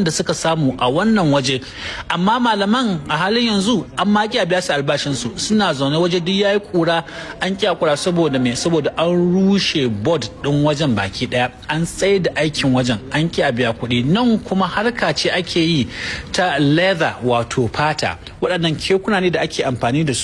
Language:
Hausa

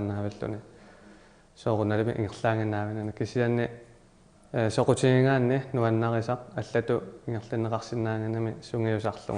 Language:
Kalaallisut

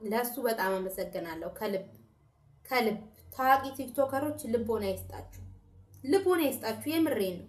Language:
Amharic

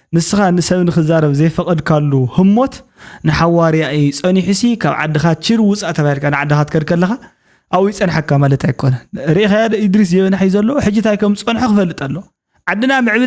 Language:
Tigrinya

